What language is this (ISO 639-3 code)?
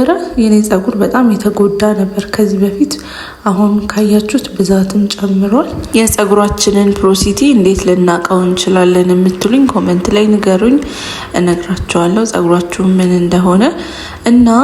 amh